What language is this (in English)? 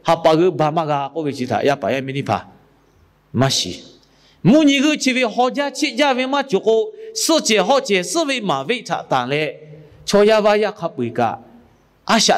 Lahu